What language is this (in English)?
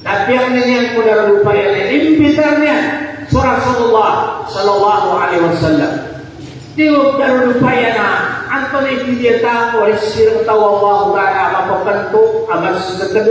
Maranao